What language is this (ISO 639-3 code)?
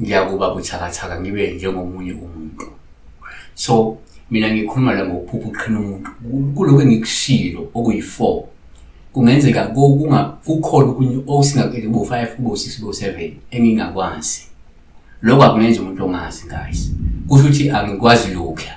zul